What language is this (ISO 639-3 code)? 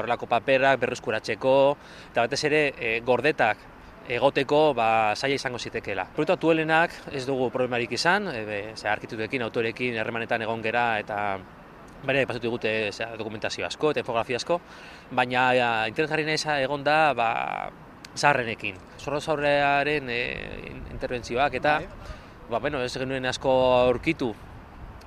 eus